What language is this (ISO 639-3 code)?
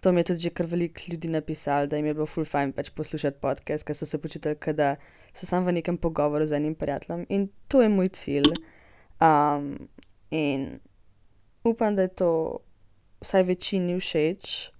slv